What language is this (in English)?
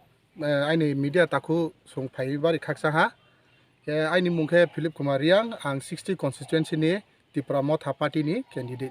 Riang (India)